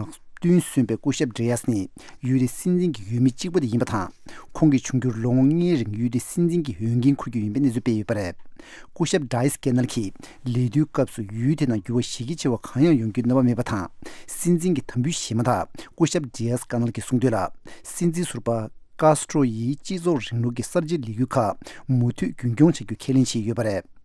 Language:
Tibetan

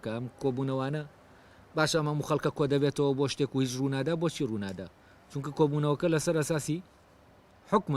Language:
Central Kurdish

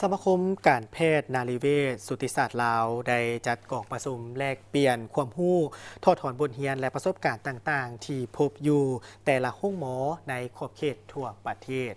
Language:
Lao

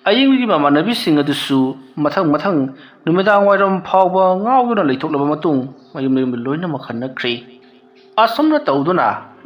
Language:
Manipuri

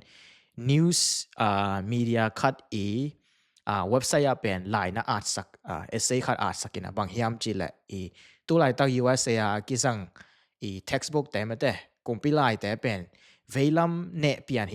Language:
Tedim Chin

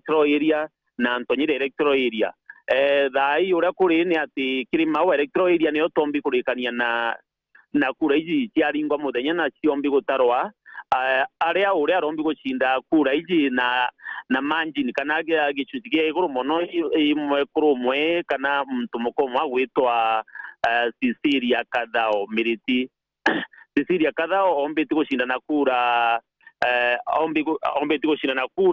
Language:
Meru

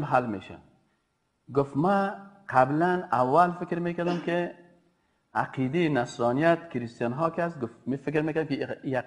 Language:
Persian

